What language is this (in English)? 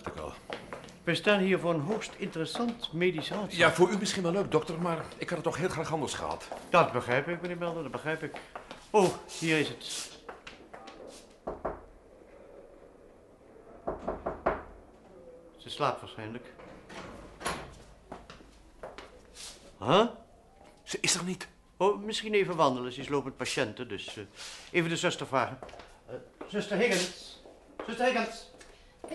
Dutch